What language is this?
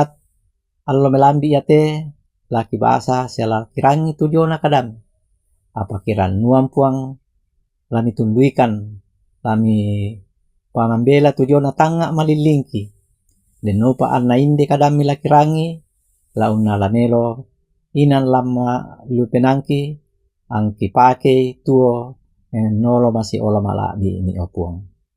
Toraja-Sa'dan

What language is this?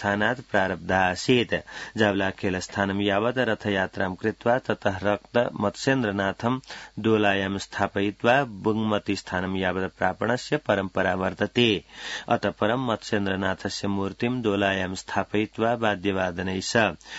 Sanskrit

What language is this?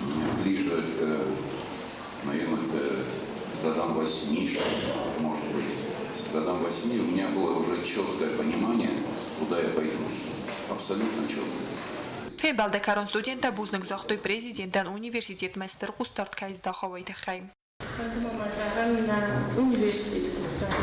Ossetic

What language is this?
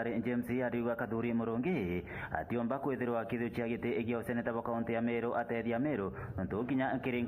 Meru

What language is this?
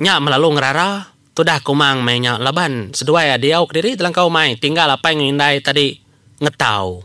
Iban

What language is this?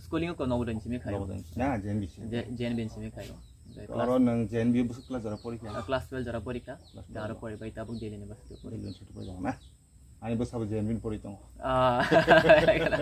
Kok Borok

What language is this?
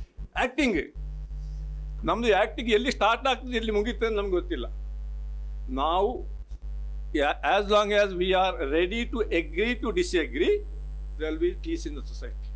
Kannada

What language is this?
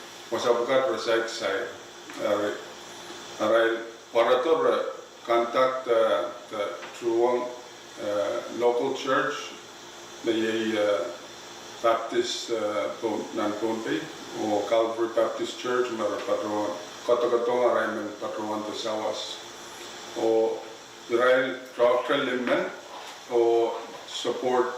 Pohnpeian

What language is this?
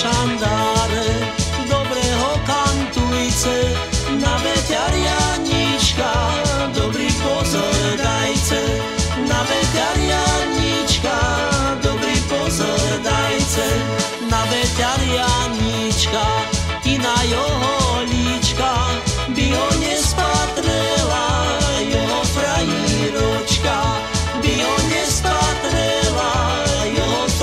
Slovak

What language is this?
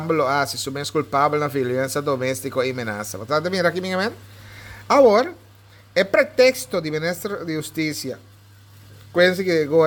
Papiamento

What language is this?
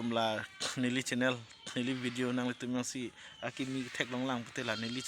Karbi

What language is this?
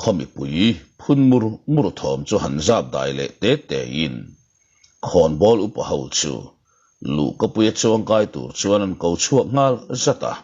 Mizo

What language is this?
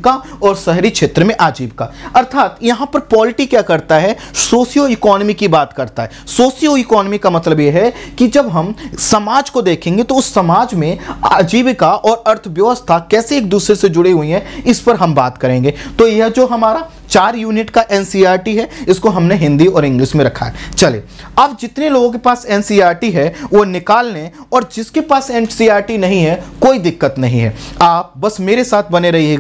Hindi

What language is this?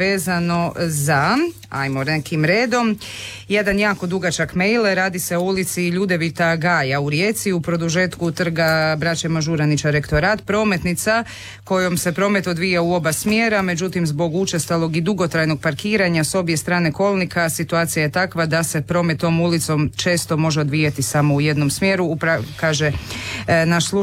Croatian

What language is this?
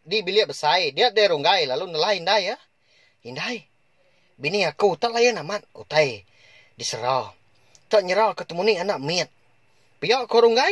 Iban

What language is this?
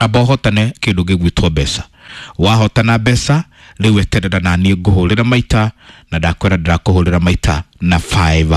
Kikuyu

